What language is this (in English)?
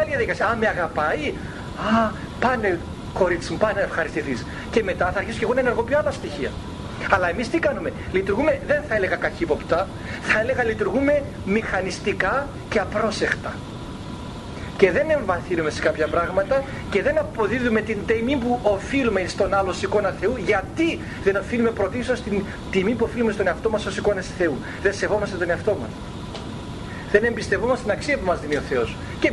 Greek